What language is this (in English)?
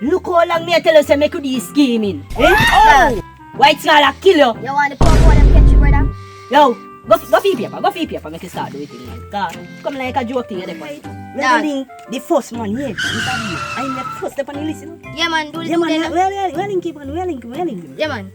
Jamaican Creole English